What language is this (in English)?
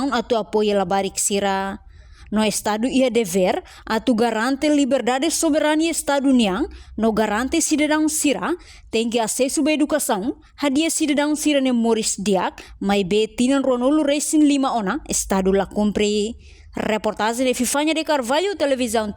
Tetum